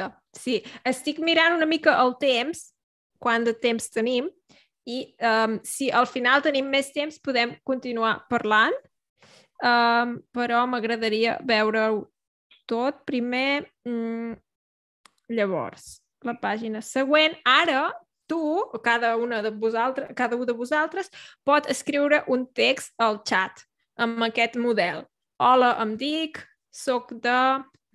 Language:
Catalan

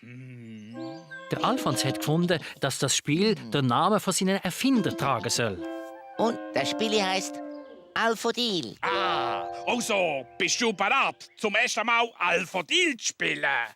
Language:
Swiss German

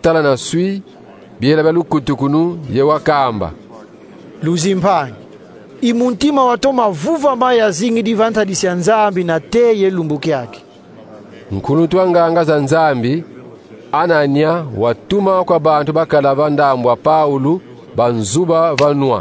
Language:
Kongo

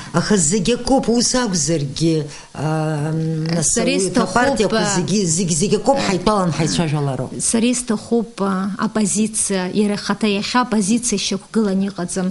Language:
Abkhazian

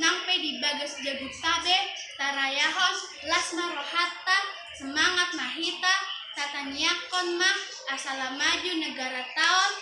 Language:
Batak Toba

